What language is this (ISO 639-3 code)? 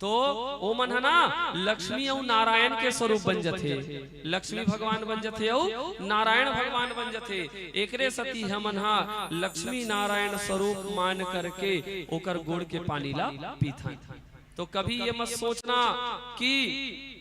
hne